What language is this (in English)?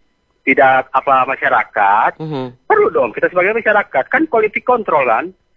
Indonesian